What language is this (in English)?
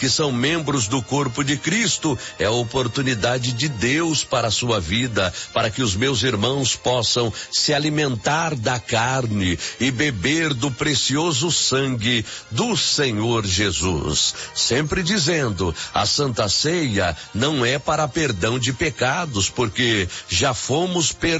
Portuguese